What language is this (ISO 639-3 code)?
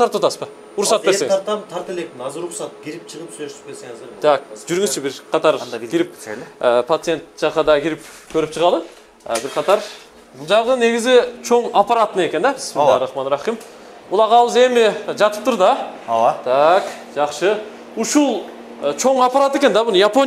kir